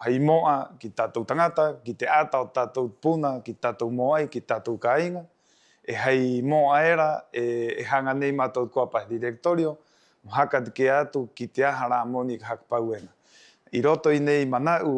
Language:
Rapanui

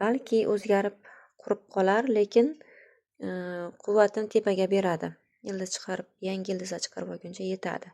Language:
Uzbek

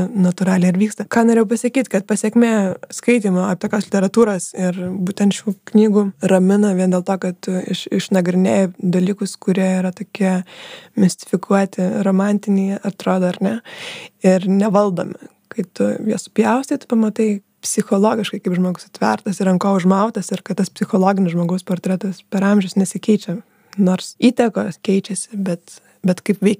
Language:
Lithuanian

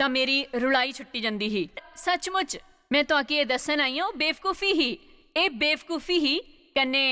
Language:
Dogri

